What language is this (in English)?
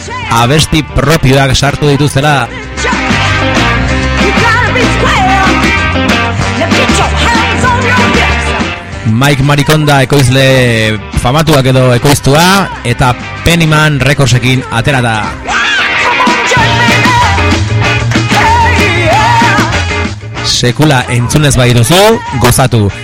Basque